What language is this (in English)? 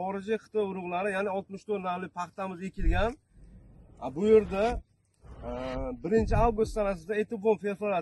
Uzbek